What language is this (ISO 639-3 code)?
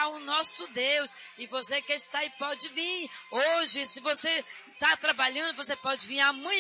por